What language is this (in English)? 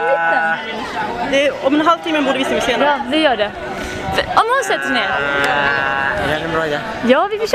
Swedish